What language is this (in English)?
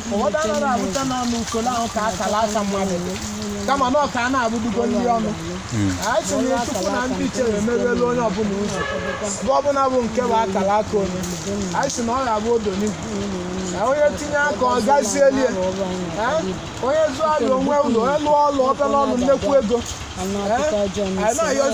Igbo